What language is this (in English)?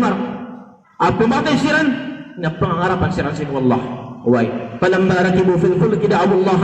Maranao